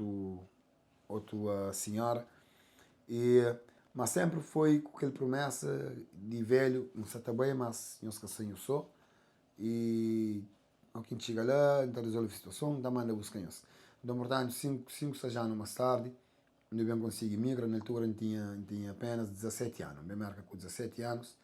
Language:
Kabuverdianu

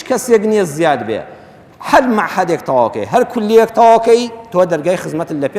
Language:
Central Kurdish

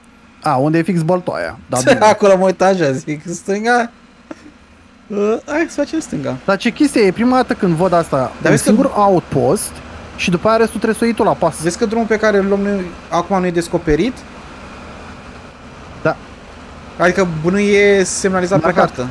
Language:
Romanian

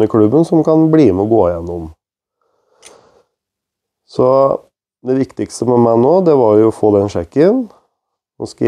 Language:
Norwegian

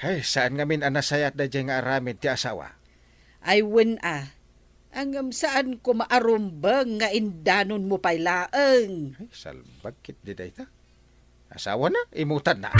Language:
Iloko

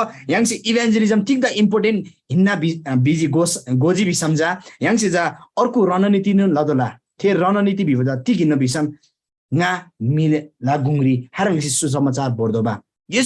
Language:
Eastern Tamang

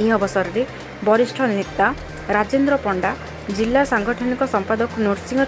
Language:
Odia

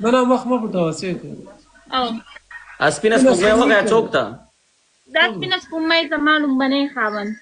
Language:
Pashto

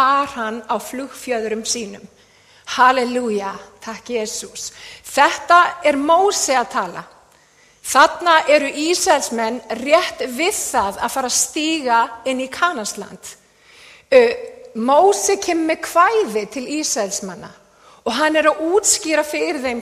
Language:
Icelandic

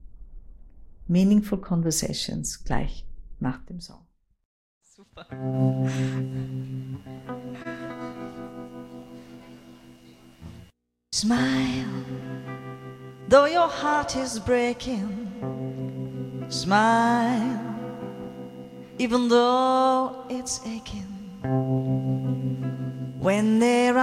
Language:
German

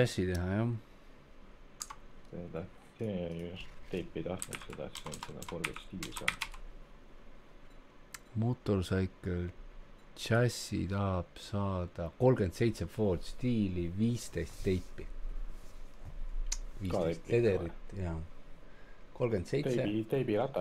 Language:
Estonian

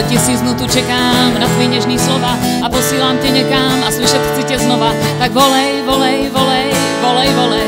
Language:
Czech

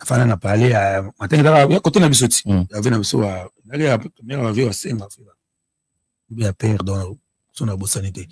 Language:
Lingala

